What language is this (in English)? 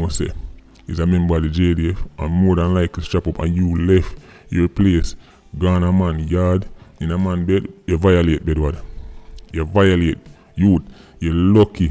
Jamaican Creole English